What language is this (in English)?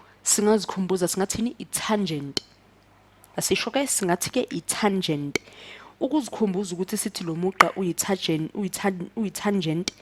Zulu